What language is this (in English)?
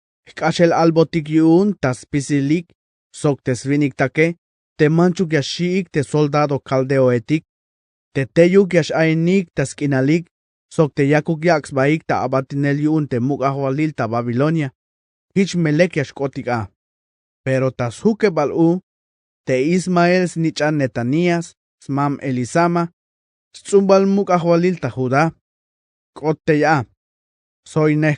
Tzeltal